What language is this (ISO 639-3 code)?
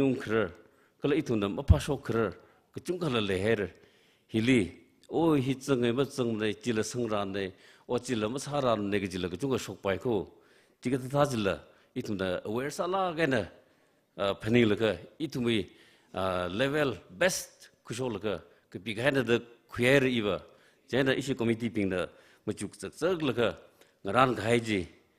nmf